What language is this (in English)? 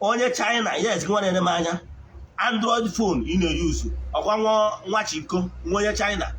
Igbo